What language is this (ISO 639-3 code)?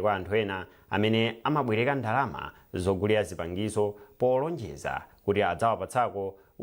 nya